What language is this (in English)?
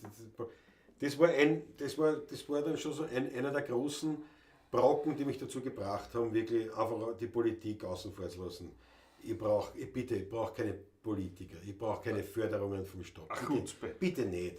Bavarian